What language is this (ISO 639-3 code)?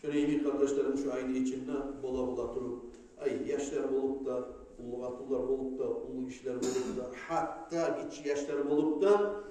kum